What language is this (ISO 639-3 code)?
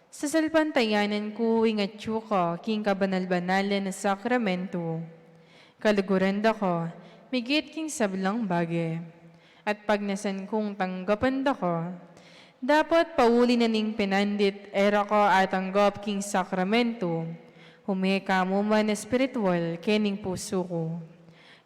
pam